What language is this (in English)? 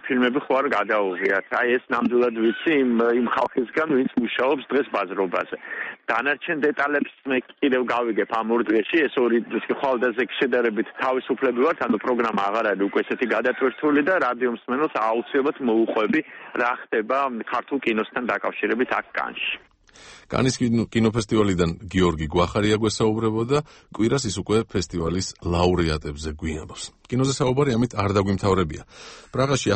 Georgian